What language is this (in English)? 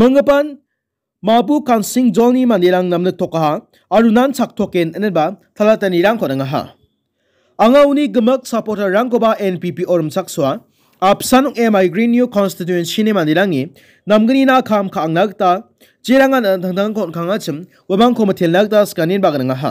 Garo